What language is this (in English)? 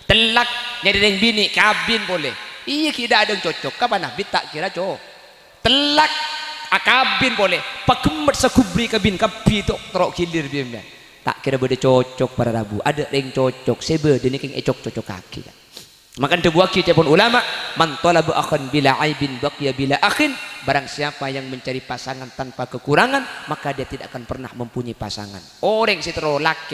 Madurese